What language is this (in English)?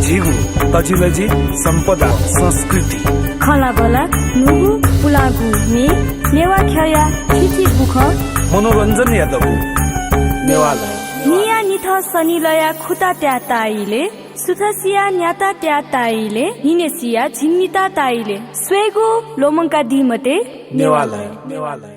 Newari